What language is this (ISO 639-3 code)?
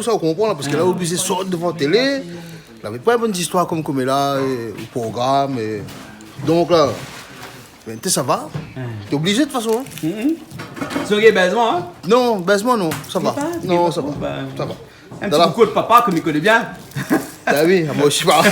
rcf